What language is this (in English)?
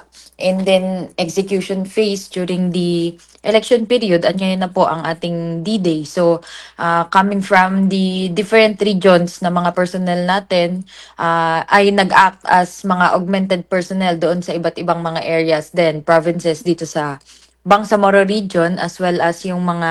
Filipino